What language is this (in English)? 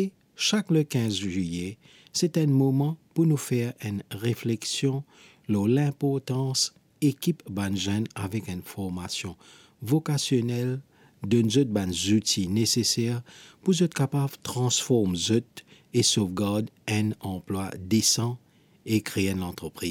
Morisyen